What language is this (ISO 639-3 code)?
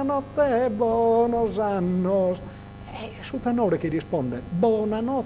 srd